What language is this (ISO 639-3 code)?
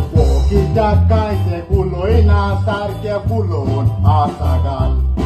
kok